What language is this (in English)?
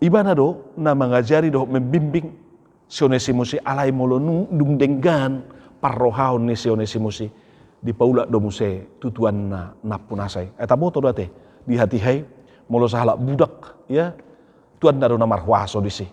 Batak Toba